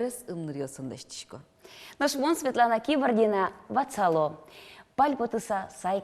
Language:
Udmurt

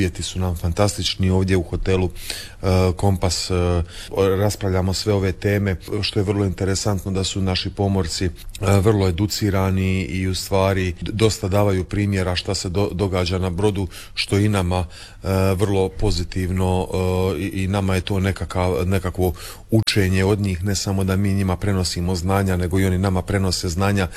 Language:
Croatian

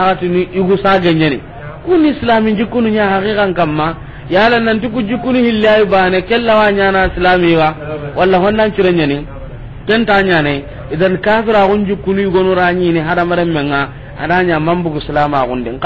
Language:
Soninke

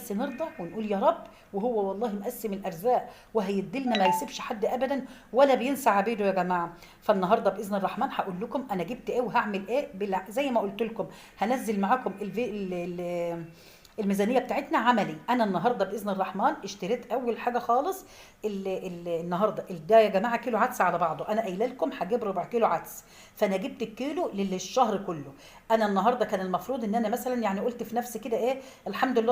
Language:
Egyptian Arabic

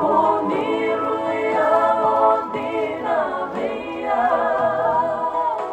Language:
Fijian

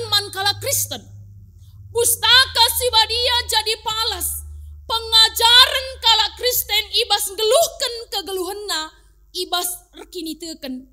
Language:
Batak Karo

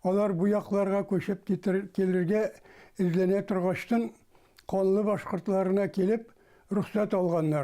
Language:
Bashkir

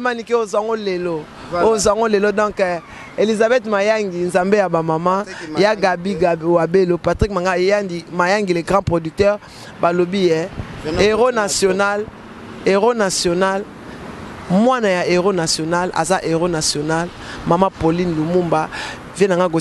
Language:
Lingala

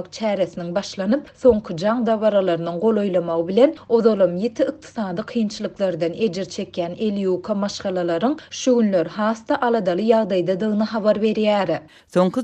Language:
Turkmen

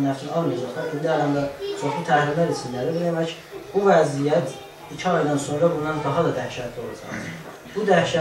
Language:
South Azerbaijani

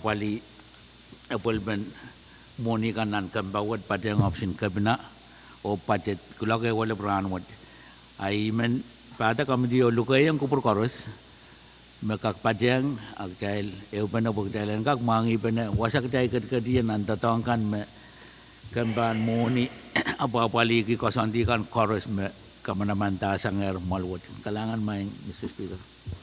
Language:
Pohnpeian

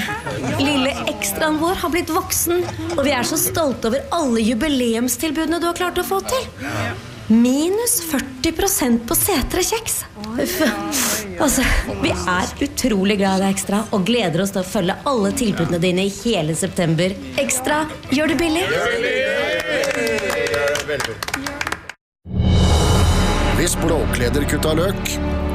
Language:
Norwegian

